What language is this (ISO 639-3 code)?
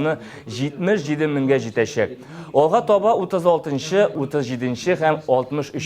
tat